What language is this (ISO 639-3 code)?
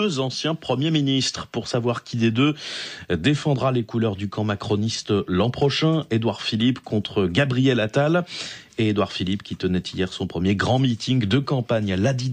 fra